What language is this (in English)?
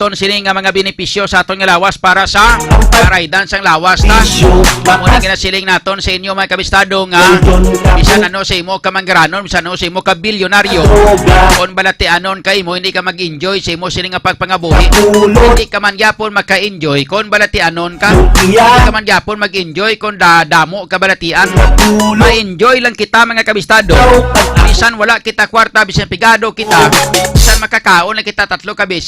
Hiligaynon